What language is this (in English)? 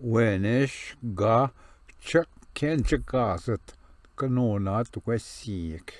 Ojibwa